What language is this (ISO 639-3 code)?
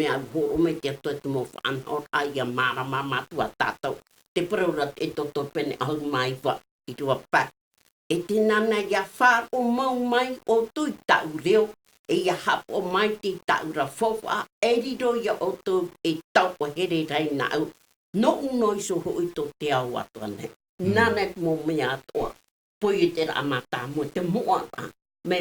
tah